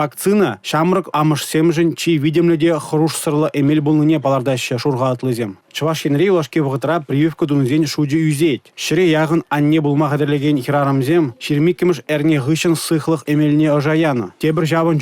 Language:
Chuvash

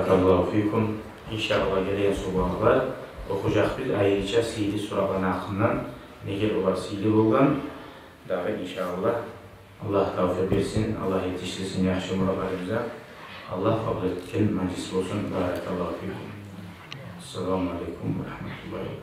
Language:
Kumyk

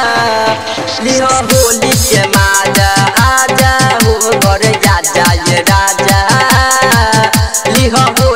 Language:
Bhojpuri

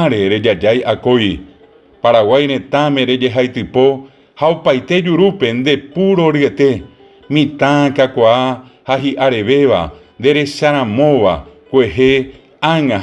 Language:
Guarani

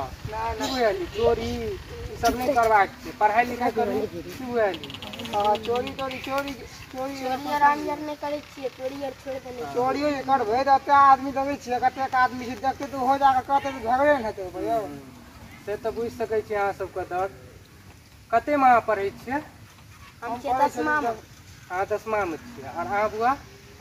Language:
Maithili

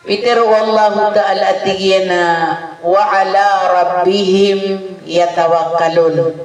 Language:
Maranao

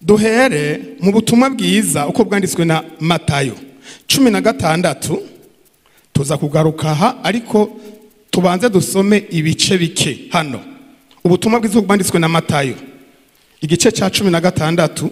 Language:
Rundi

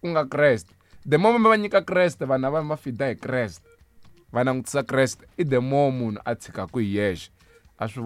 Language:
Tsonga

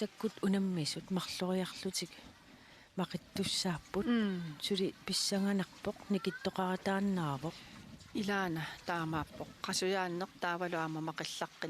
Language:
Kalaallisut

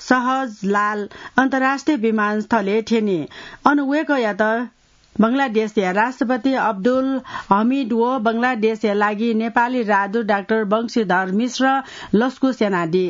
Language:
Newari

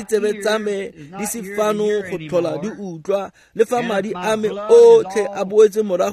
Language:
Tswana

